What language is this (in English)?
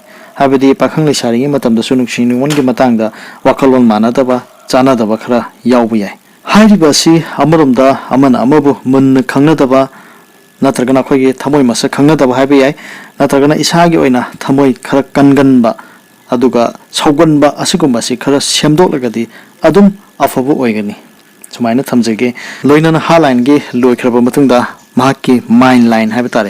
Manipuri